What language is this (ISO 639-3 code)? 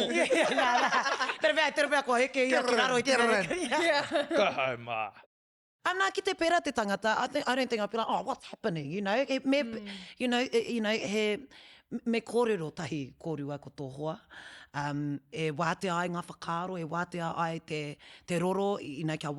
mri